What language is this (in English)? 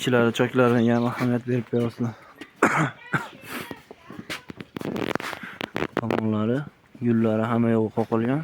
Uzbek